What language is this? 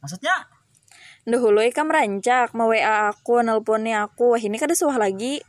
Banjar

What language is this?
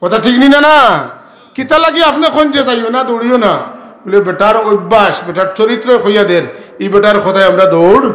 Sylheti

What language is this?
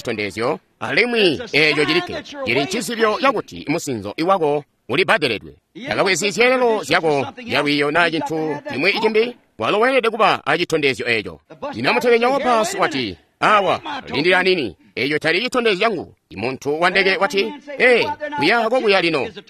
Tonga (Zambia)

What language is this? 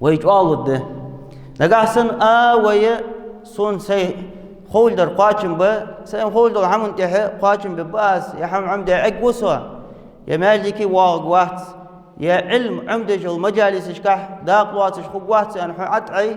Ingush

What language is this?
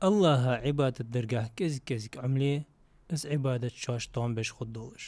Ingush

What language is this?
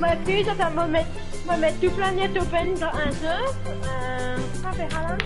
Morisyen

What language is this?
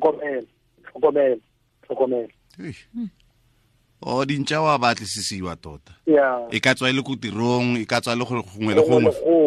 Tswana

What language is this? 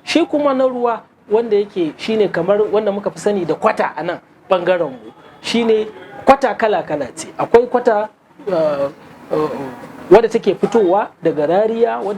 Hausa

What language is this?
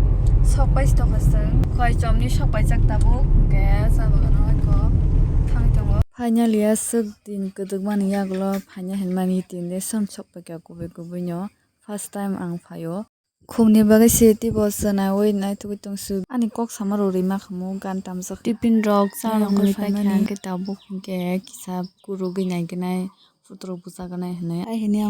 Kok Borok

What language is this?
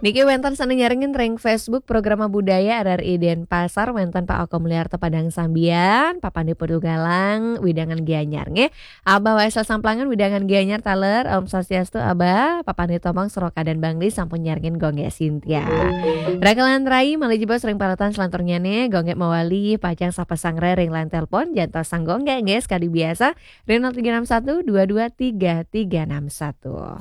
Balinese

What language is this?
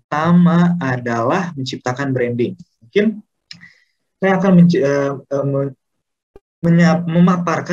Indonesian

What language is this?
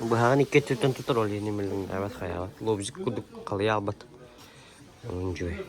Yakut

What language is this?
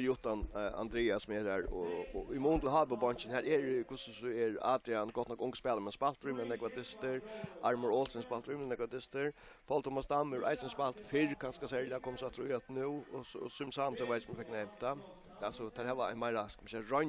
Faroese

